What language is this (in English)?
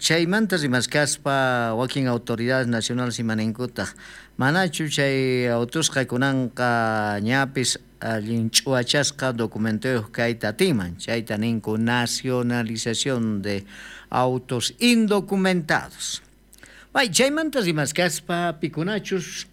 South Bolivian Quechua